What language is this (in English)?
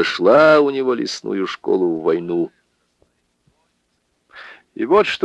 Russian